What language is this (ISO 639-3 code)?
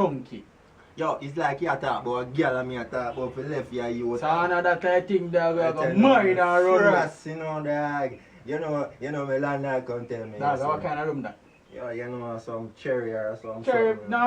jam